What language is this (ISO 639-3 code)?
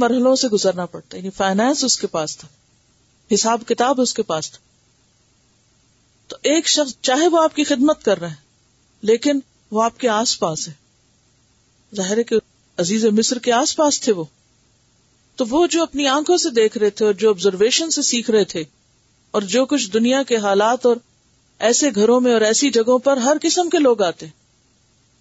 urd